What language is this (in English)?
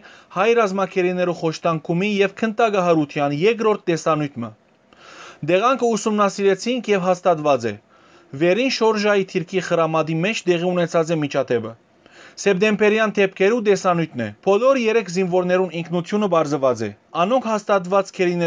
Western Armenian